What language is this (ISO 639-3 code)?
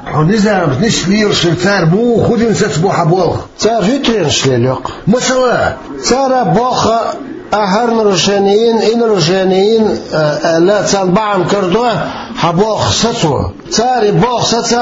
che